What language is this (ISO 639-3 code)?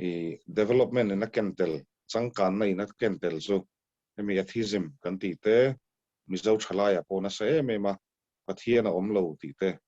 lus